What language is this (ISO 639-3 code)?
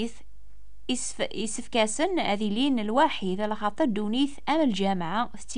kab